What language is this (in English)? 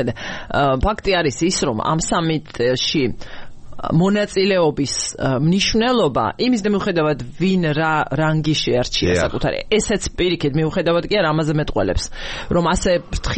Georgian